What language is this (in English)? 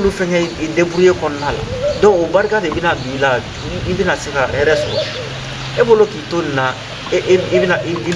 Bambara